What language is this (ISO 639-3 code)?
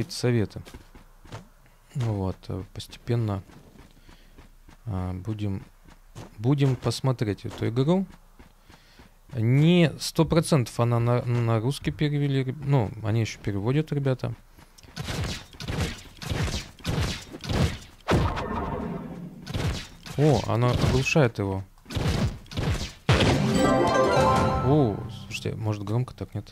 rus